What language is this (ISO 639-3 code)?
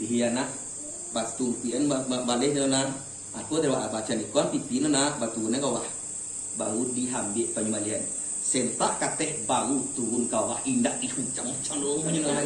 min